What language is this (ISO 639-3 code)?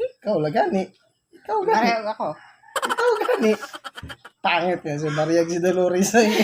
ceb